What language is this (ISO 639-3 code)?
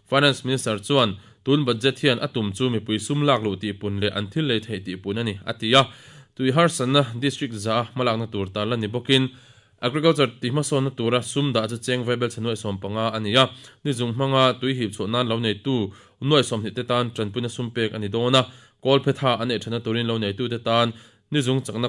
lus